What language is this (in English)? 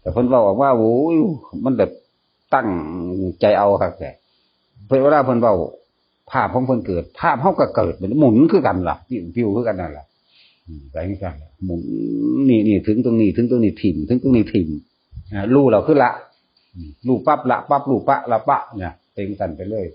Northeastern Thai